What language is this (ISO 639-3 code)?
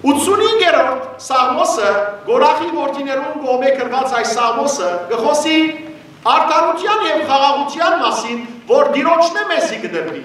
hyw